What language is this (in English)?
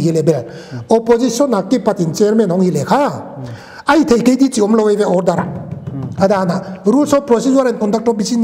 Paite Chin